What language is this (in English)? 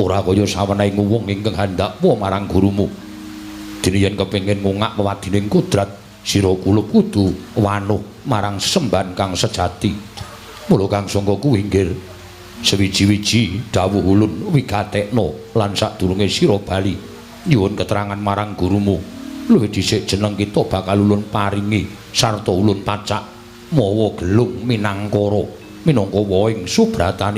Javanese